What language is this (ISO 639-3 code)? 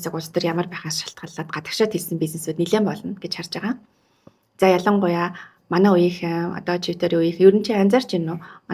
mon